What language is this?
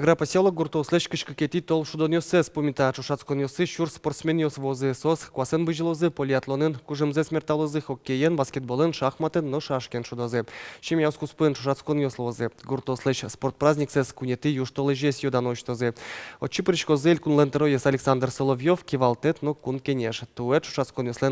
Udmurt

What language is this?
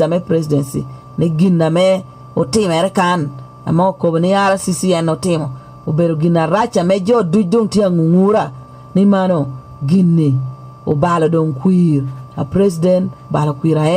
Lango (Uganda)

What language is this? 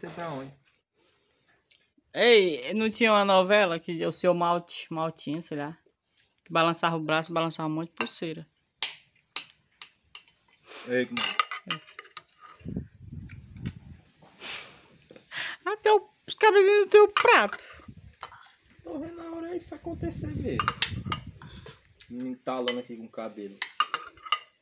Portuguese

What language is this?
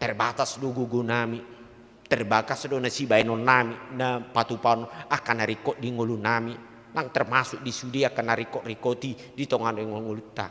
Batak Toba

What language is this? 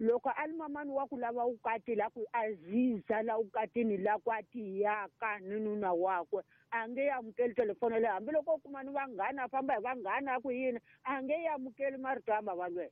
Tsonga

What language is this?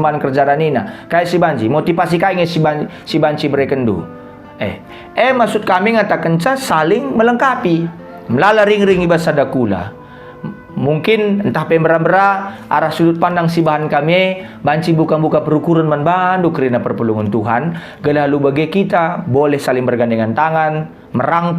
Batak Karo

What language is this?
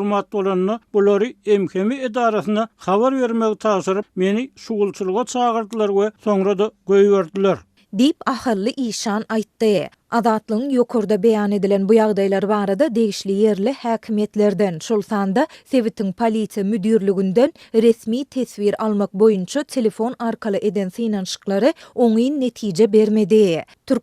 Turkmen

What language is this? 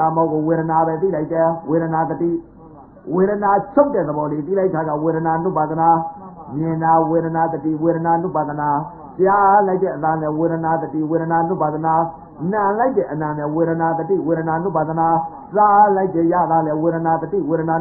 Burmese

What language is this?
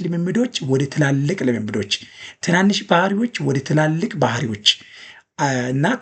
Amharic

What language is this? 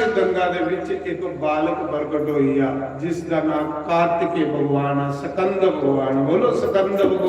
Dogri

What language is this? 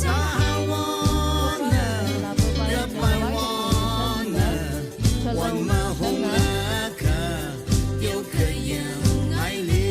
Tangkhul Naga (India)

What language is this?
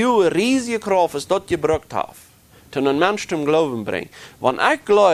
Plautdietsch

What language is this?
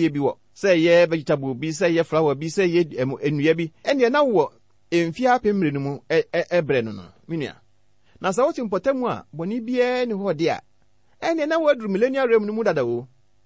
Akan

